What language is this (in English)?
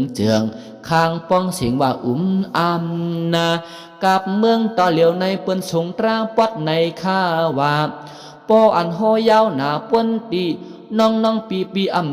Shan